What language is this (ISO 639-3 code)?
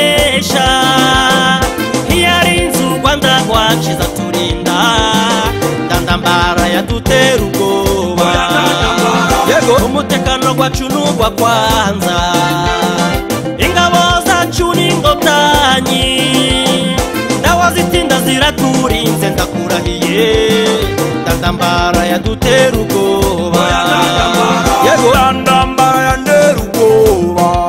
kin